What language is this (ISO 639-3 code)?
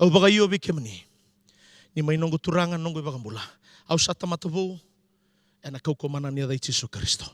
fij